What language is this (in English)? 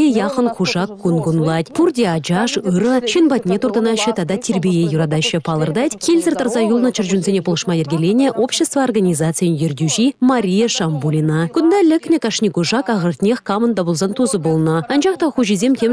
Chuvash